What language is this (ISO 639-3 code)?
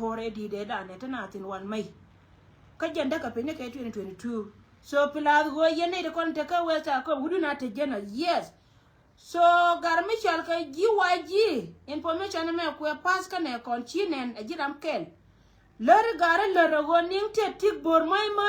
nus